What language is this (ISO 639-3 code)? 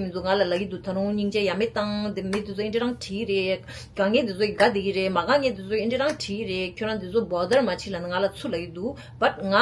bod